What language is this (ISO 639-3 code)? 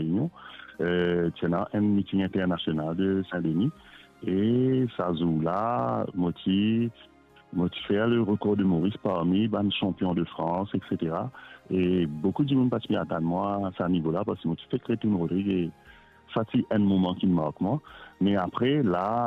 mfe